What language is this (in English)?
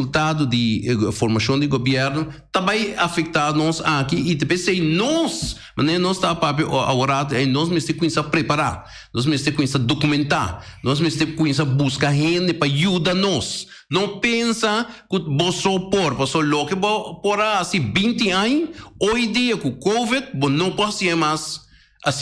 Papiamento